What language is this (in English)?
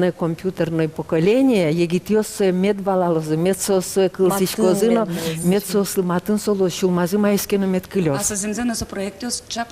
Udmurt